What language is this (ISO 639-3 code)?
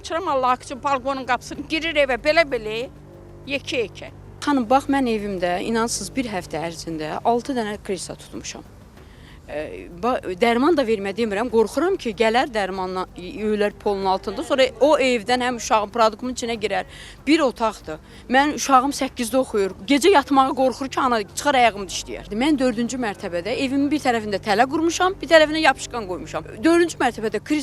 aze